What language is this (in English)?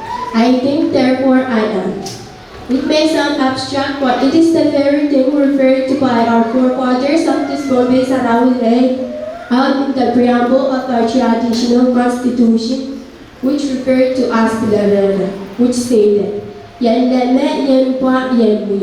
Pohnpeian